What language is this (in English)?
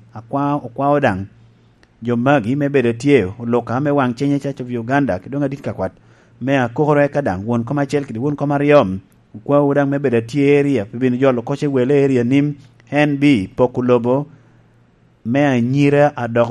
Lango (Uganda)